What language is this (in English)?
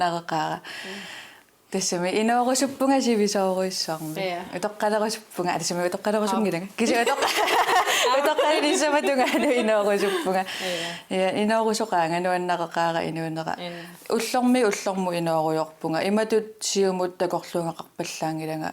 Kalaallisut